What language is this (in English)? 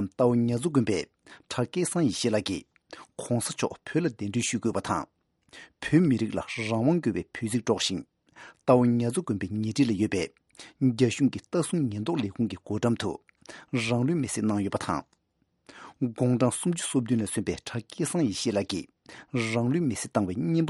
Tibetan